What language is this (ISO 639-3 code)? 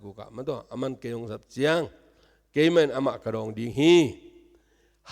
ctd